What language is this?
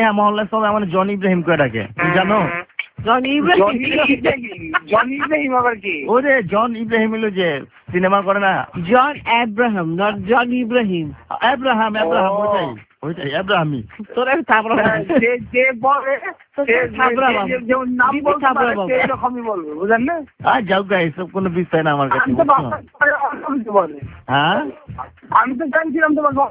Bangla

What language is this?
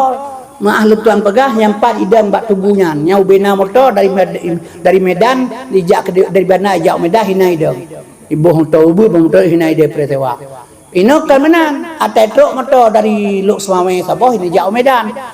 Achinese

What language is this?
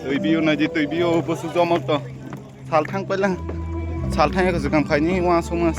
Kok Borok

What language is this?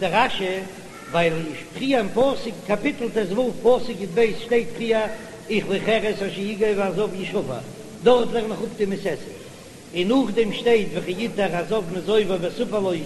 Yiddish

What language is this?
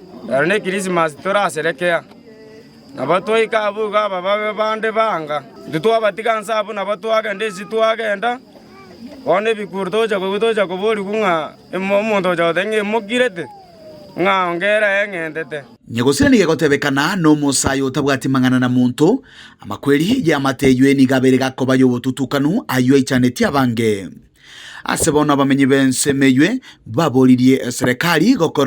Gusii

